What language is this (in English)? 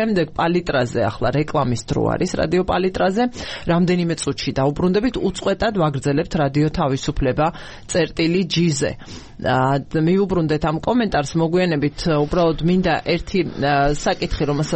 Georgian